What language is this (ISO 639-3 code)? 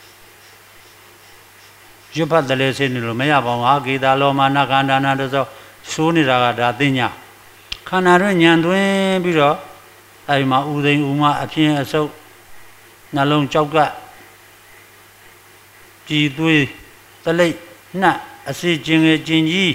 mya